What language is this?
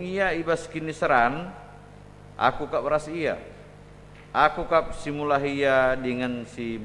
Batak Karo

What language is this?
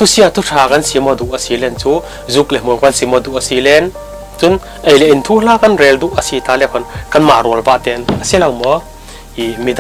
Falam Chin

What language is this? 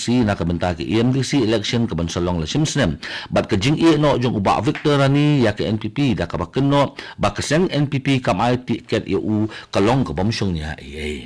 Khasi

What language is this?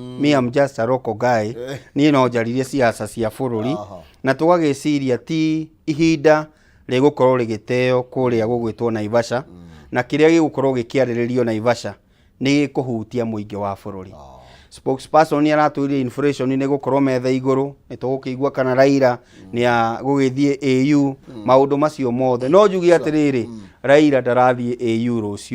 Kikuyu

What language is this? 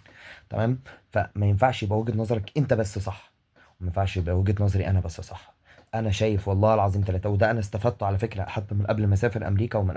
Egyptian Arabic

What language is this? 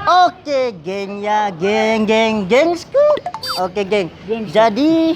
Ambonese Malay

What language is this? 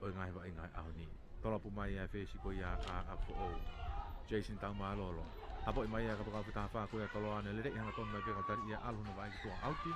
Tongan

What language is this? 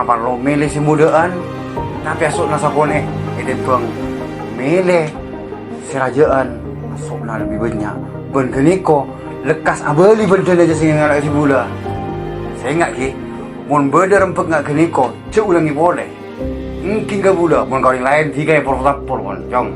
Madurese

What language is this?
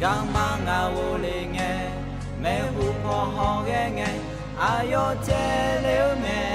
Akha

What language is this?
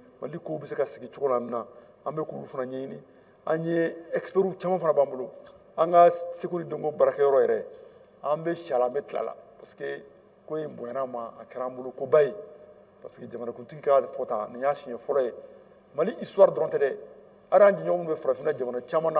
Bambara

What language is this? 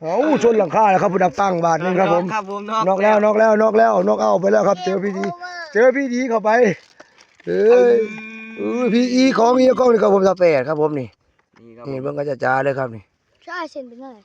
Northeastern Thai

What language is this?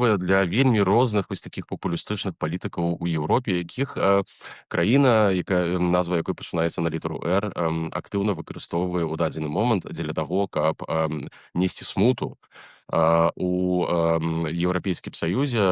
Belarusian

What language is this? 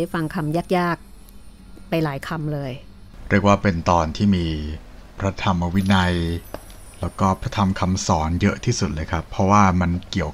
Thai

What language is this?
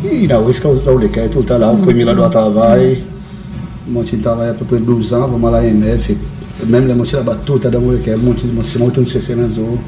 Seselwa Creole French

